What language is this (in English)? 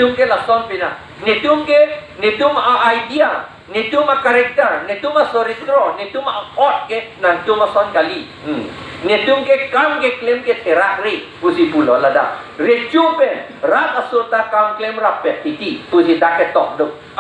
Karbi